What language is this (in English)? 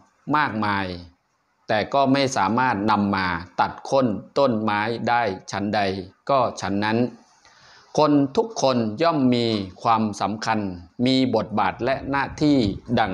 Shan